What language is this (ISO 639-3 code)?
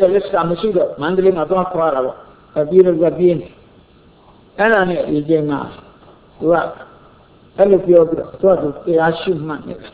mya